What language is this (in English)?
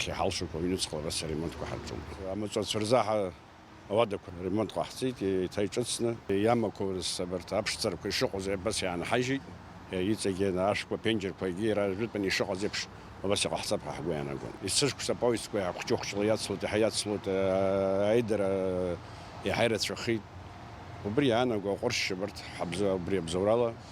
Abkhazian